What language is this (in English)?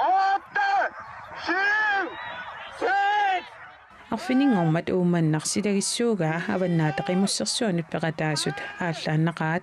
Kalaallisut